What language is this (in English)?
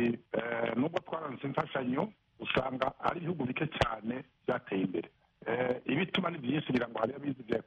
Kinyarwanda